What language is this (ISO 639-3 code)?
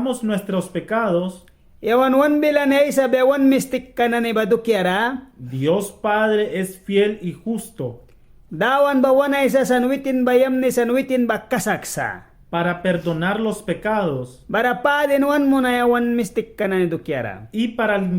miq